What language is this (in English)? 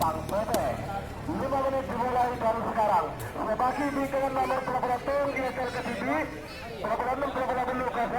Madurese